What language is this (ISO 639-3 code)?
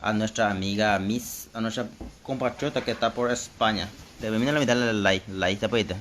grn